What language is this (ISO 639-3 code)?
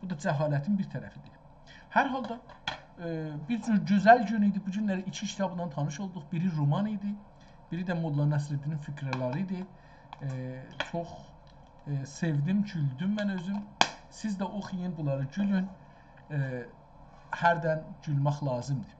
azb